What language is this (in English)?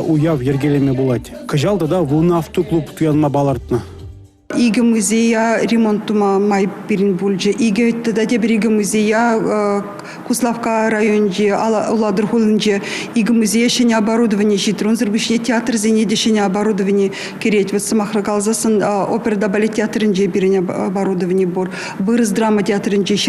Chuvash